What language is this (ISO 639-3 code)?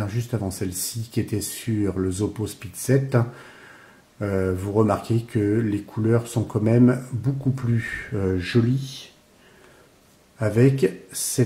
fra